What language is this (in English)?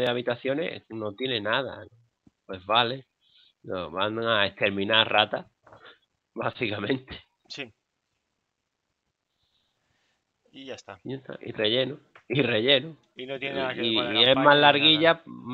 Spanish